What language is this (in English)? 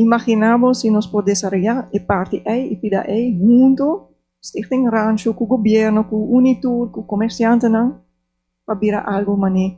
Papiamento